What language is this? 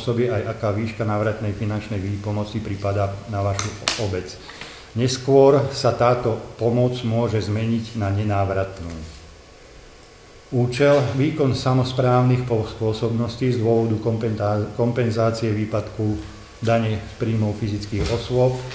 Slovak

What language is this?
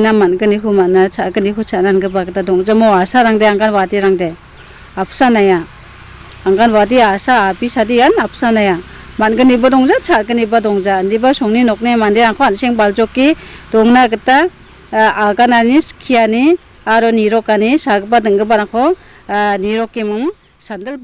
Garo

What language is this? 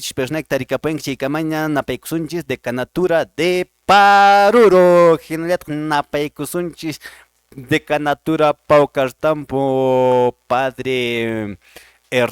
Quechua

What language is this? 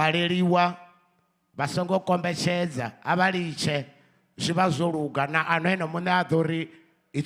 Venda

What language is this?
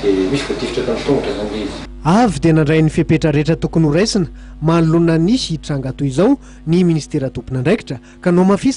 Malagasy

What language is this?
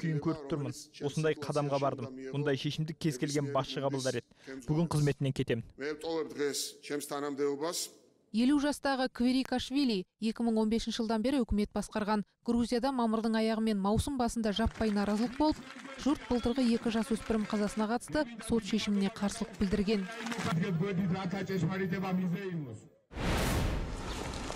Kazakh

